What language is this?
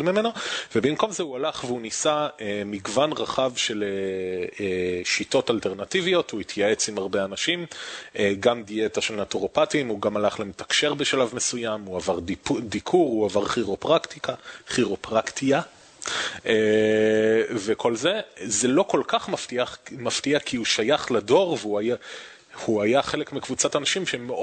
Hebrew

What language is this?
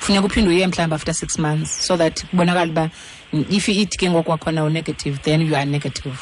Xhosa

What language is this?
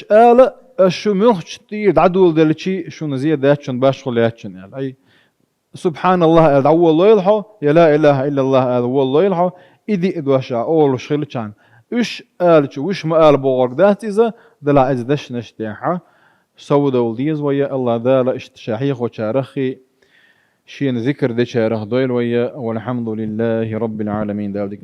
Chechen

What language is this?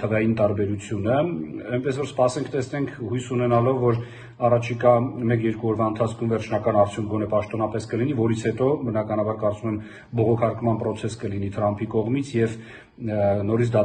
Armenian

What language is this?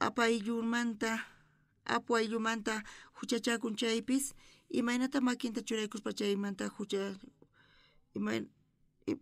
South Bolivian Quechua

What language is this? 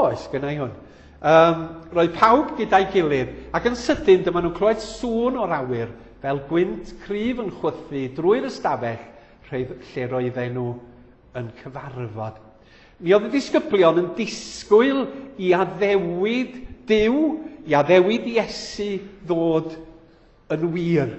Welsh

